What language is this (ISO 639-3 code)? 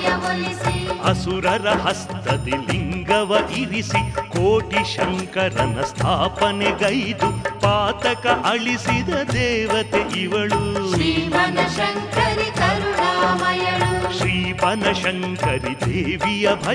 kan